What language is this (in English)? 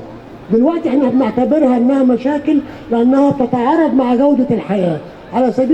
Egyptian Arabic